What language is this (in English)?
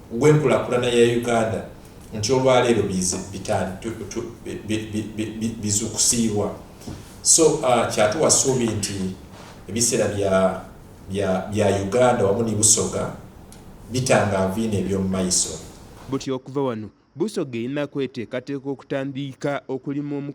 Soga